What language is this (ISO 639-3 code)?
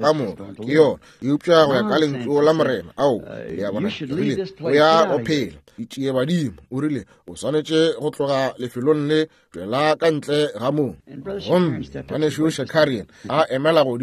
nso